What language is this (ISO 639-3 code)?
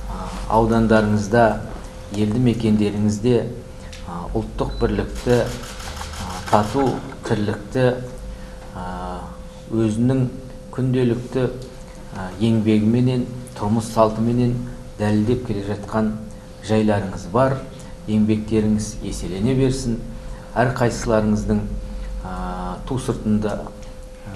kaz